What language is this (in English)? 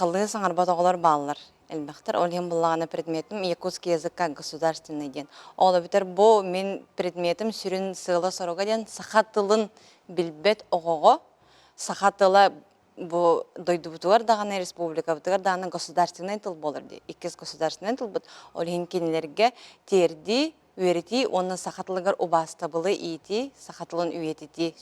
Yakut